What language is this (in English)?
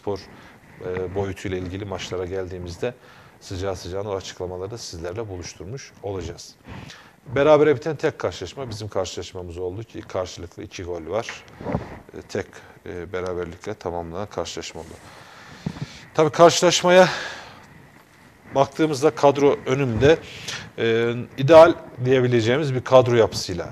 Turkish